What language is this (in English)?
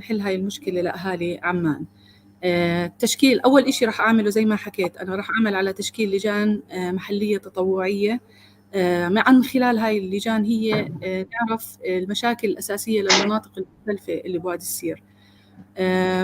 North Levantine Arabic